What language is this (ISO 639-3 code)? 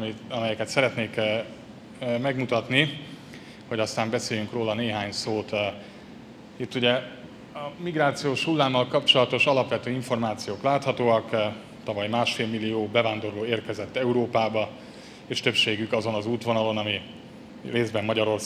hun